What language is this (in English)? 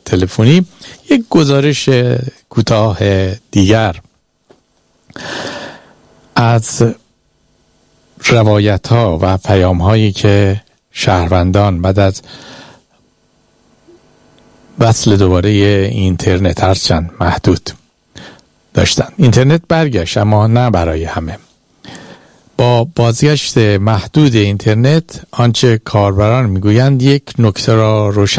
Persian